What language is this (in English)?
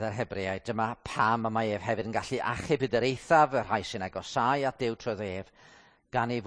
Welsh